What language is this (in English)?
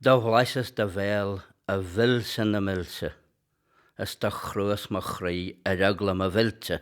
Irish